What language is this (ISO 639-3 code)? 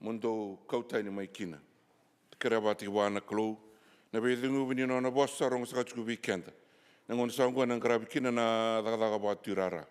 fij